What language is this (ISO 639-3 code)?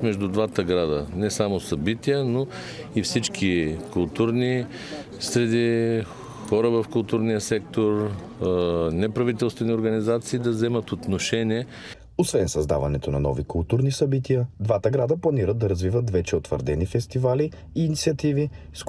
bul